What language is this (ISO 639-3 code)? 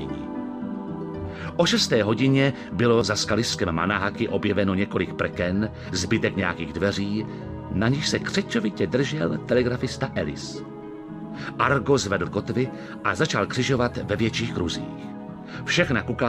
ces